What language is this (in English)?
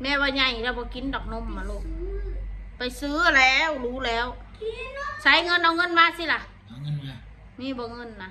Northeastern Thai